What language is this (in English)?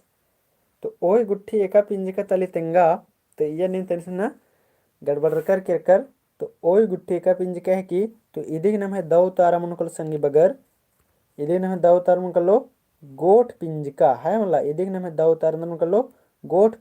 Kurukh